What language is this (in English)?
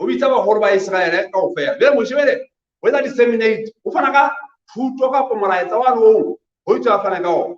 Southern Sotho